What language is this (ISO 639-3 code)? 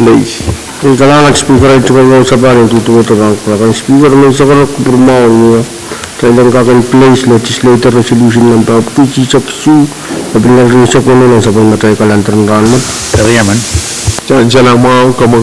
pon